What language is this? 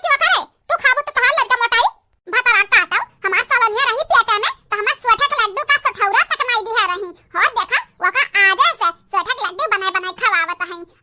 Awadhi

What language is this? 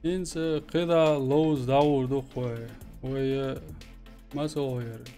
Chechen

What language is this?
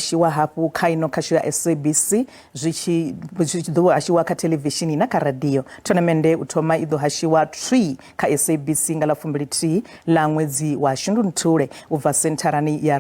Venda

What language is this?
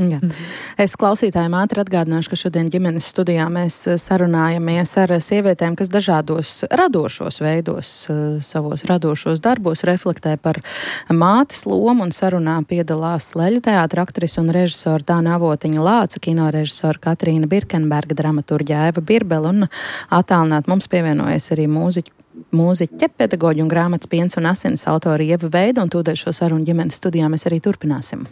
Latvian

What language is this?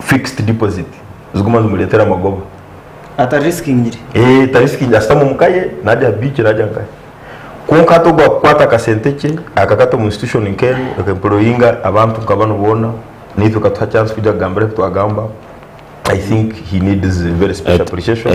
Nyankole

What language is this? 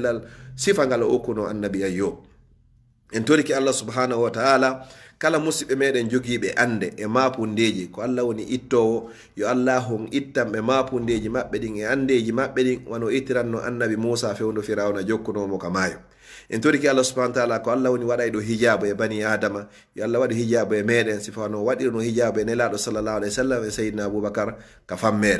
Fula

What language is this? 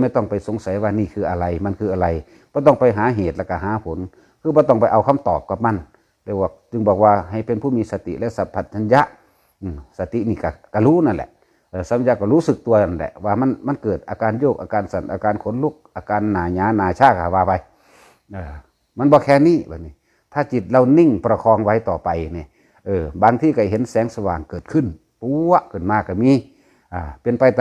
Northeastern Thai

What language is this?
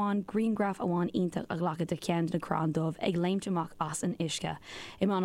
Irish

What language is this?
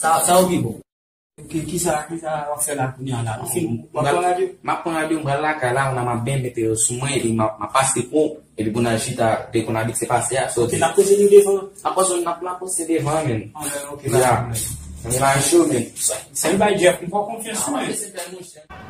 Haitian Creole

